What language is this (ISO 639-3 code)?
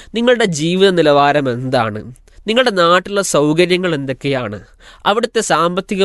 mal